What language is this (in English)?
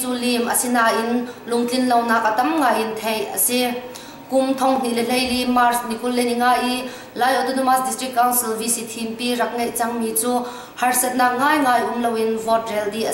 Hakha Chin